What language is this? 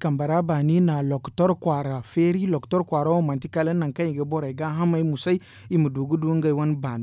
Zarma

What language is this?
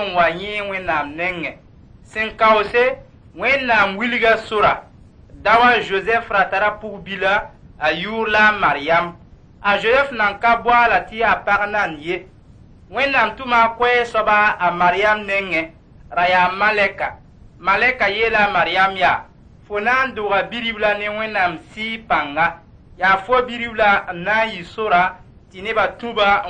Mossi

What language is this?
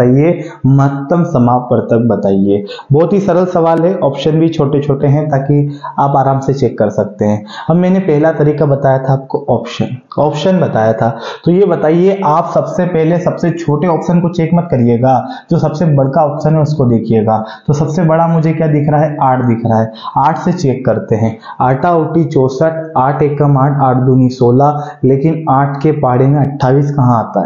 Hindi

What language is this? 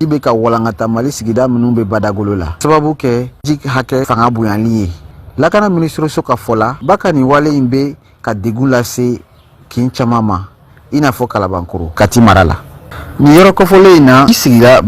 Bambara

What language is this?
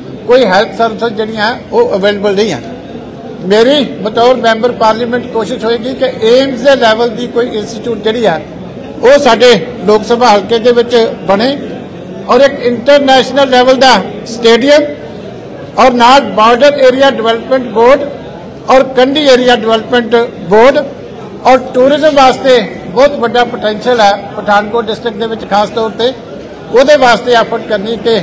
Punjabi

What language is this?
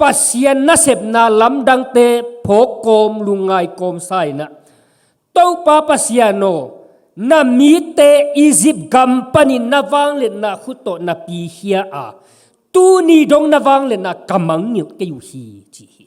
Tedim Chin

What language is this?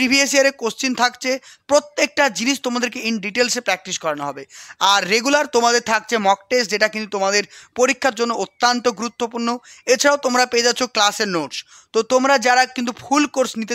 Bangla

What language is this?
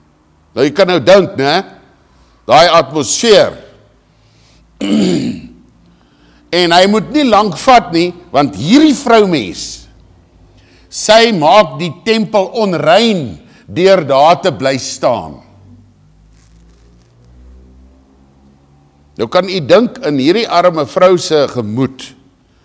Afrikaans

